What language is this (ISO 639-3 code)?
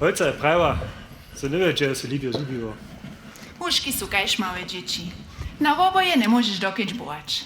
hsb